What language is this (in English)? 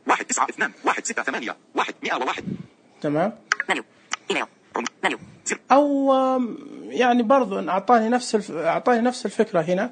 Najdi Arabic